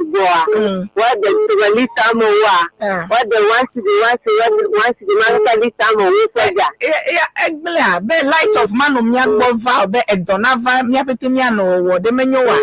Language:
Ewe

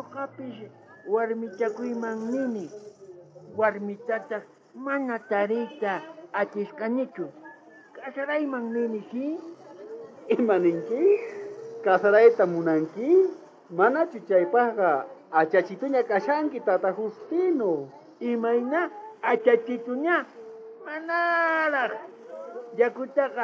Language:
South Bolivian Quechua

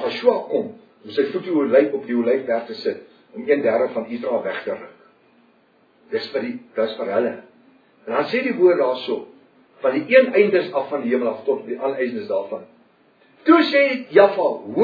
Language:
Afrikaans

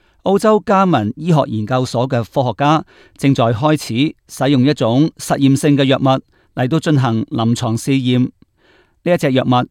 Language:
Cantonese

